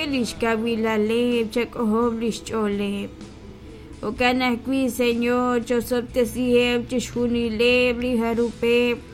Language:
Kekchí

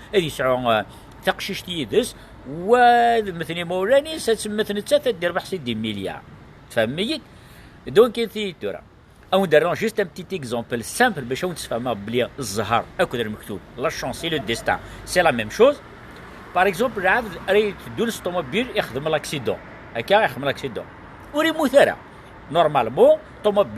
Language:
Kabyle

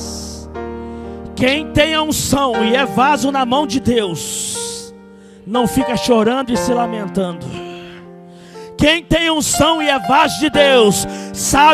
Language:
Portuguese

